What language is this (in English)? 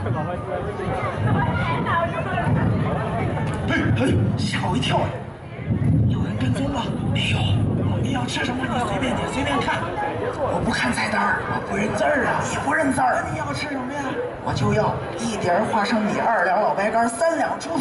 Chinese